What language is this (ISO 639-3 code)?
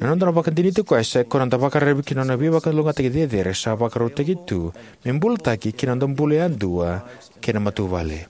fij